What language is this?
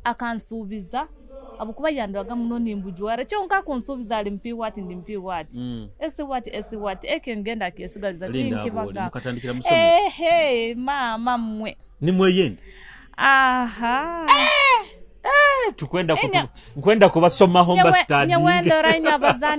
Nyoro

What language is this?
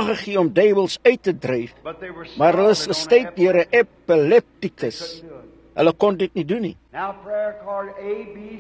Afrikaans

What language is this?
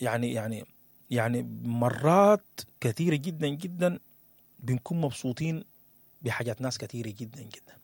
Sudanese Arabic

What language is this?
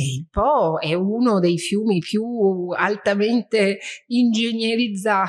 Italian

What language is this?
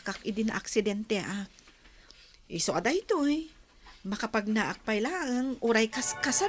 Iloko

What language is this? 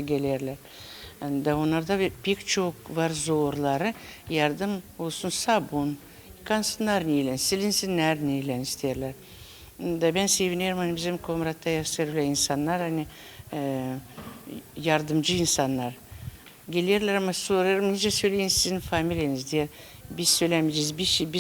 Gagauz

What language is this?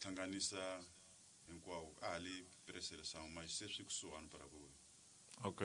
Tsonga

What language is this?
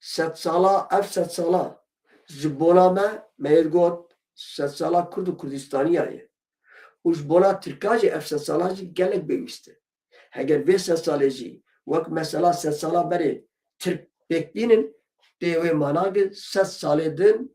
Kurdish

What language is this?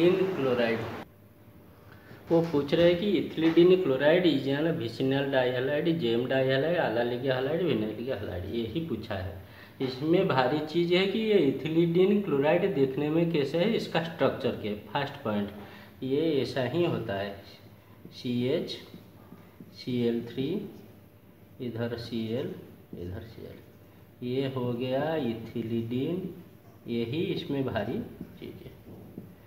Hindi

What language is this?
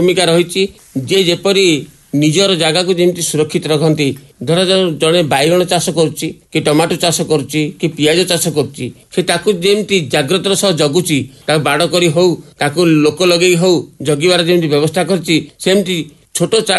Odia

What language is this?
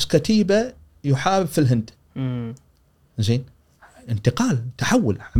Gulf Arabic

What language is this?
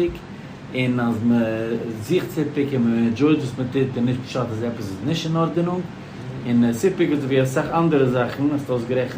Yiddish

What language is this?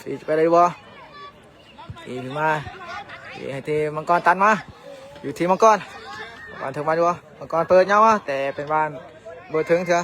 Lao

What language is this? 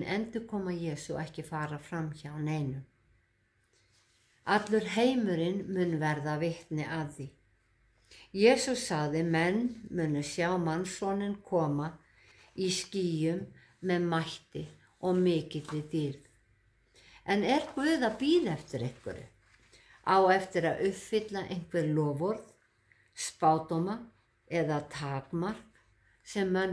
Icelandic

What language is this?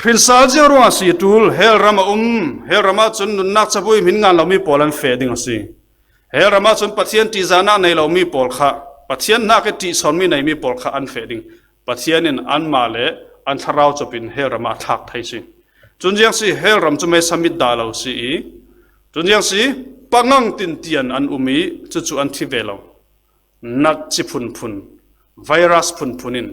Falam Chin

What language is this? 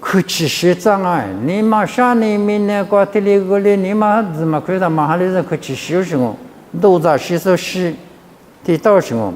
Lisu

